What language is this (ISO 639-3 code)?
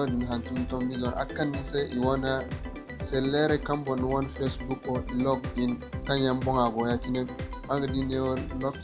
dje